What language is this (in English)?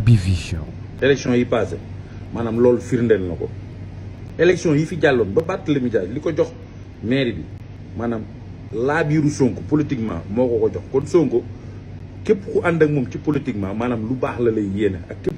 Wolof